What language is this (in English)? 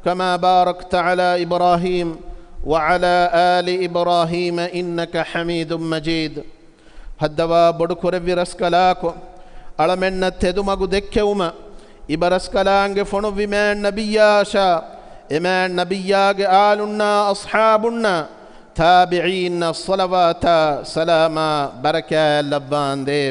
Divehi